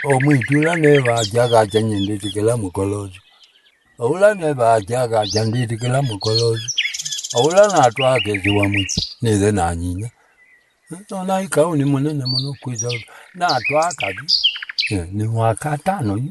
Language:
Kamba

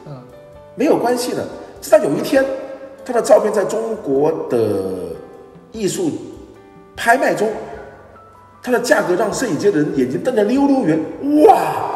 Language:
Chinese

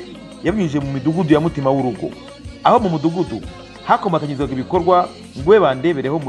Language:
Kinyarwanda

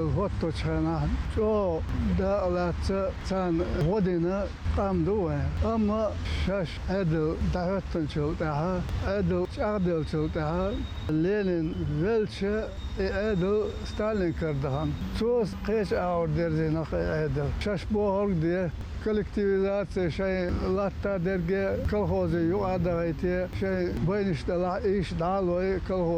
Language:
Chechen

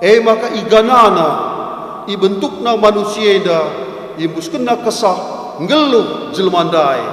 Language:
Batak Karo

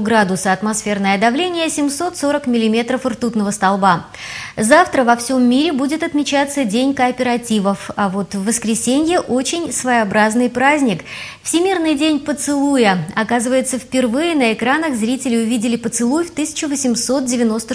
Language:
Russian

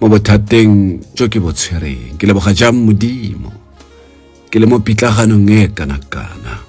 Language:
Tswana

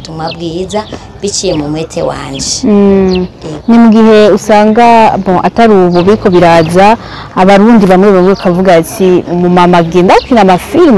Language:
Rundi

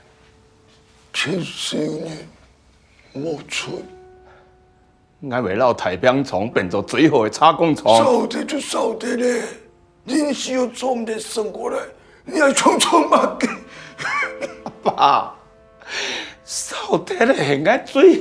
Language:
Hakka Chinese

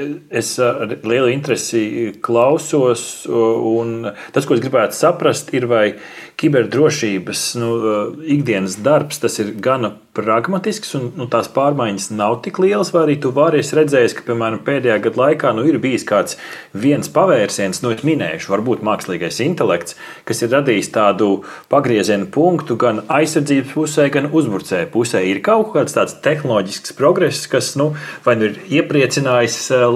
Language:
Latvian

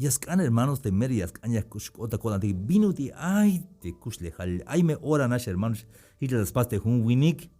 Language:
Tzeltal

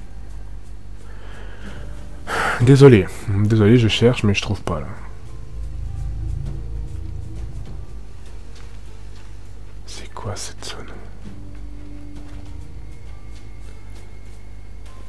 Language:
French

